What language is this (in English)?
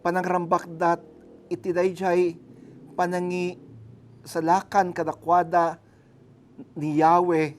Iloko